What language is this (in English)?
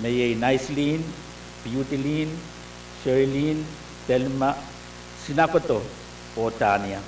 Pohnpeian